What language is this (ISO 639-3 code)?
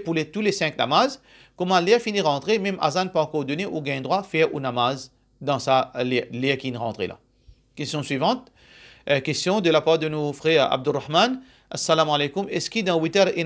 mfe